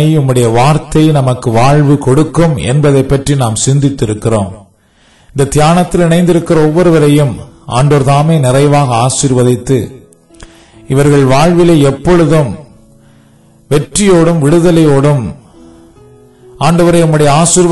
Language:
Tamil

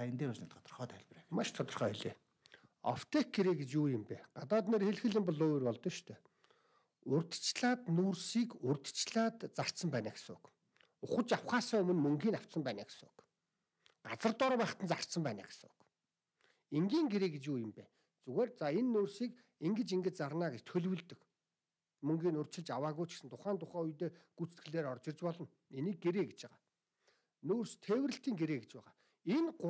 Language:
Mongolian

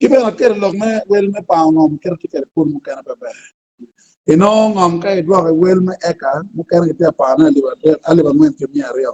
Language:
Acoli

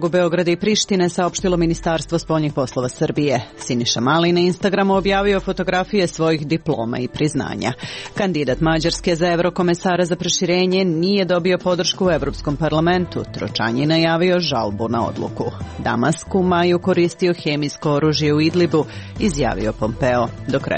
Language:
Serbian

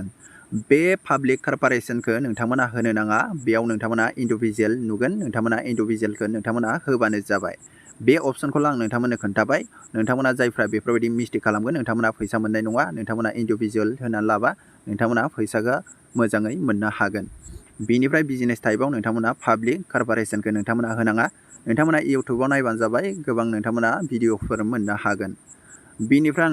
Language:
Bodo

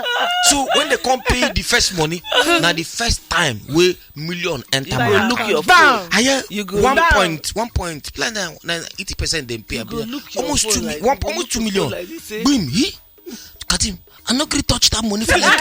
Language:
Nigerian Pidgin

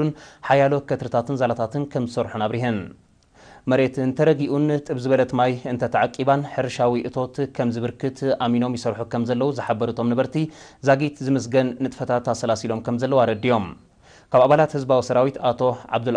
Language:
Tigrinya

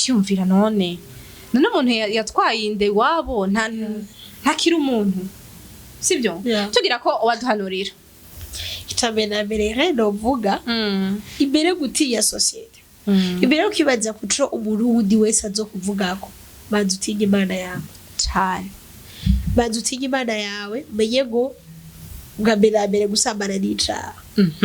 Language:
Rundi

